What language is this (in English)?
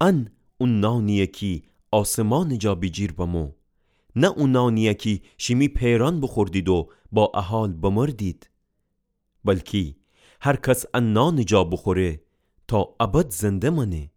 Gilaki